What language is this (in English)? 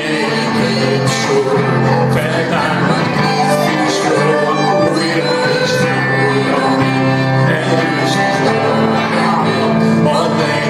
Hungarian